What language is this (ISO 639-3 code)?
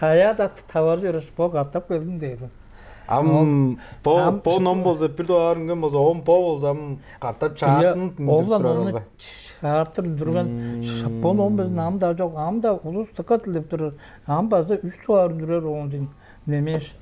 tyv